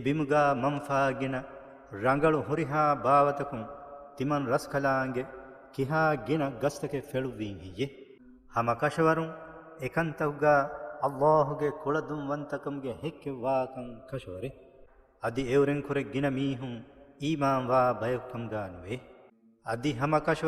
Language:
Divehi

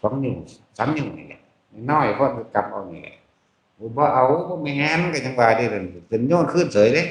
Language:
Northeastern Thai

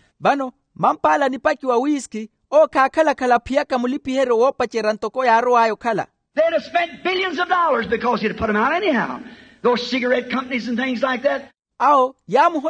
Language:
Makhuwa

